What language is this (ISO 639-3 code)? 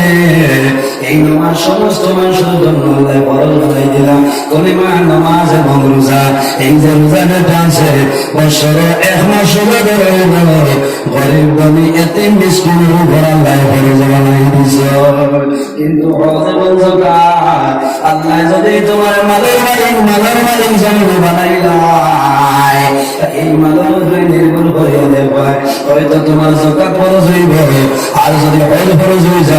syl